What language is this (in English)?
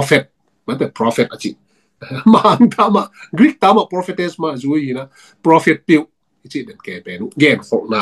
Tedim Chin